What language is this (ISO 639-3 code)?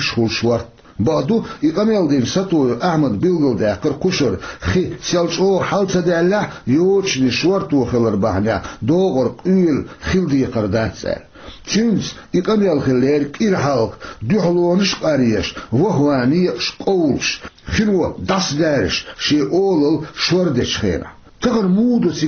che